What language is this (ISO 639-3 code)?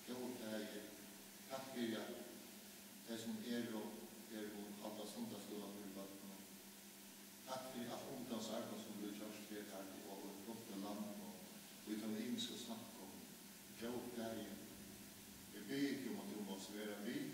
fao